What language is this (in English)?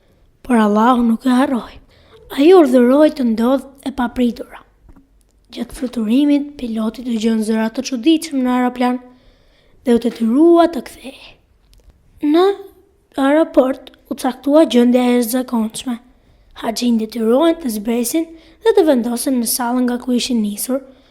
Albanian